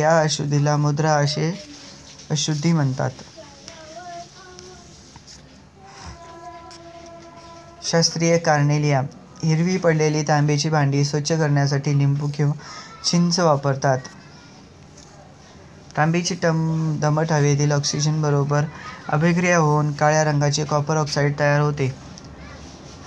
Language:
Marathi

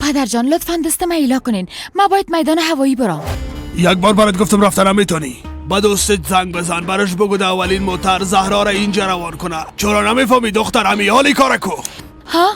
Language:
Persian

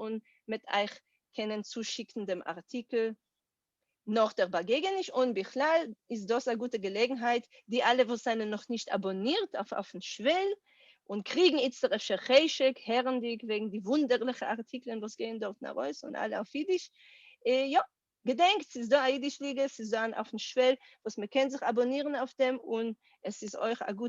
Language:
Yiddish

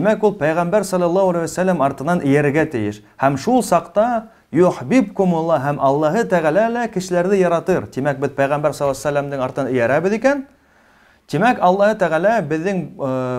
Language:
Bashkir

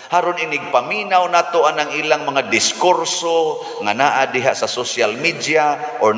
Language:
Cebuano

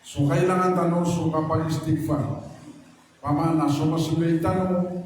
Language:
Maranao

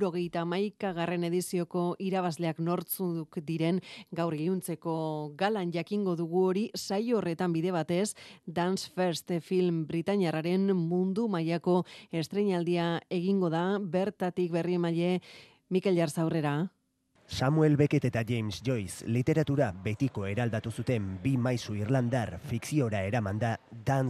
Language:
Basque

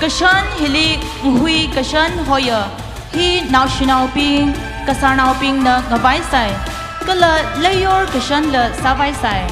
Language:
Tangkhul Naga (India)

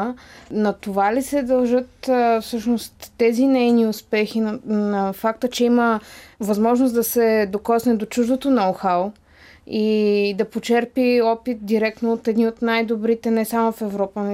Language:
Bulgarian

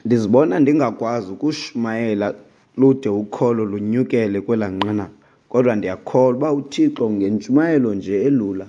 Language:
Xhosa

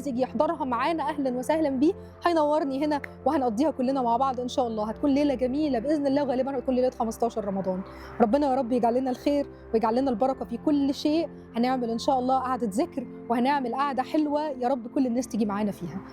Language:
Egyptian Arabic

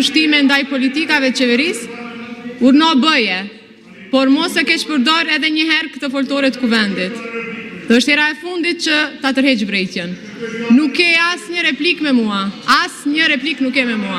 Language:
Albanian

